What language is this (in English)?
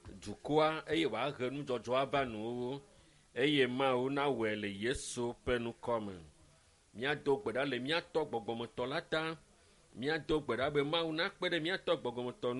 Ewe